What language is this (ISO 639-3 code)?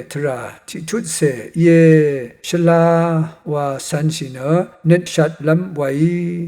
raw